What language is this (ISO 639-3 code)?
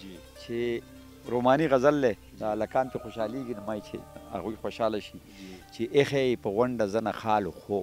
pus